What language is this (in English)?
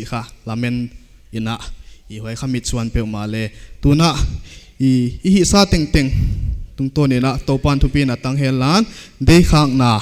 Paite Chin